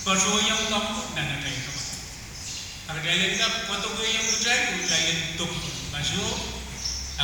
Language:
Pohnpeian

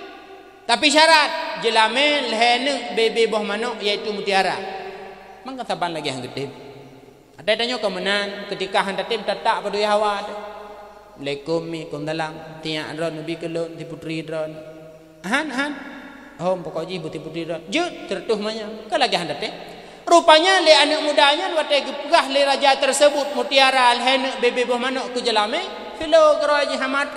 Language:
Achinese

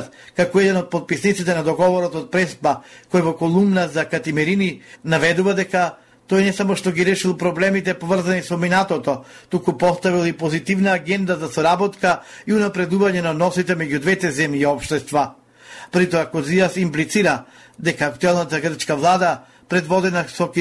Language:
Macedonian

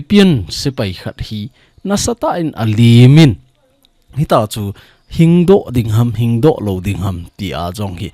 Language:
Thado Chin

